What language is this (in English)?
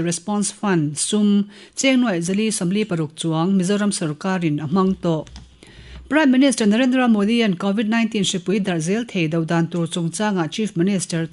Mizo